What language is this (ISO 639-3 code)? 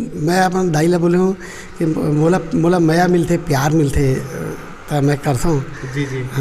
hne